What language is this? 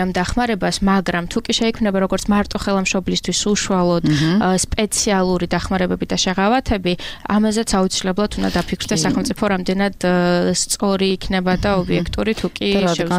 Georgian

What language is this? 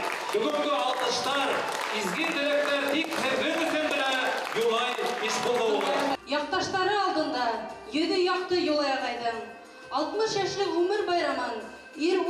Bashkir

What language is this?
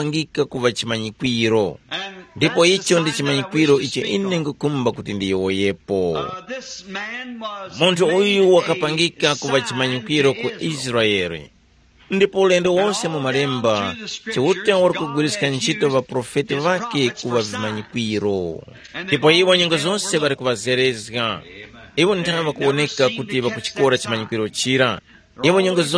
Tumbuka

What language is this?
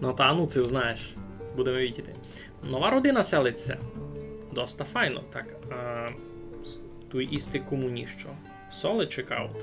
Rusyn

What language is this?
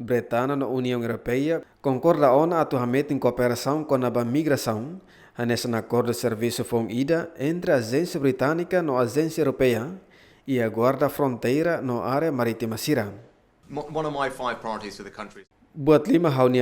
Tetum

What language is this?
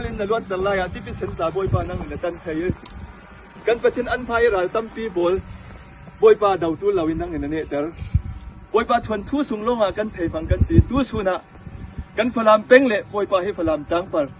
Falam Chin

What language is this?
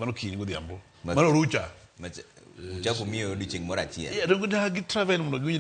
Luo (Kenya and Tanzania)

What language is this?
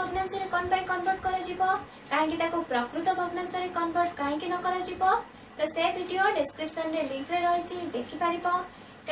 Odia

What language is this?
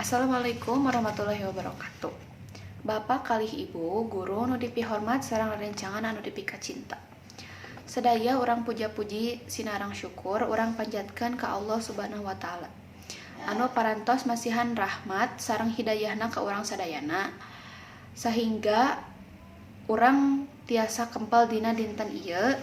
Sundanese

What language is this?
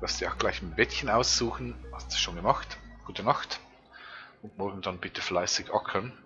Swiss German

